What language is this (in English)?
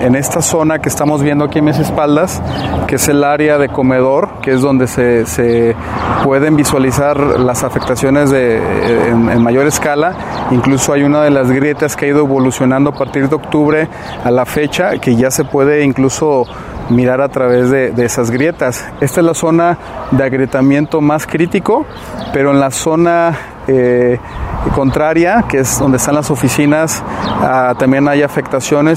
Spanish